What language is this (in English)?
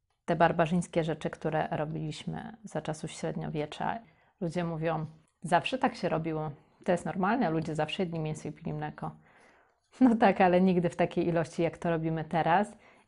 Polish